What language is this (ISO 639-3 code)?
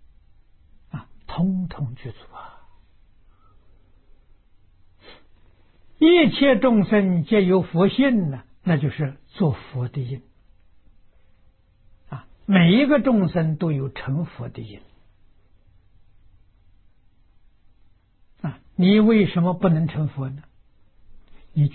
zho